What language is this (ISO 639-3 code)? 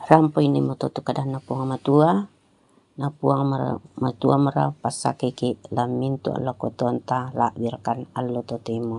sda